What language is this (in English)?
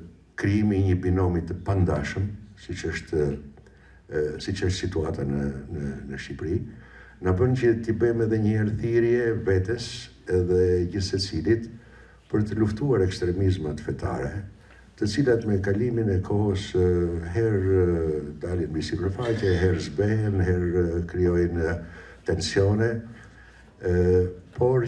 Albanian